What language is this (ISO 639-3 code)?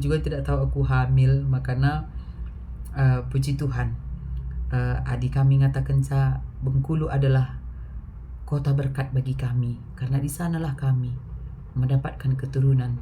btx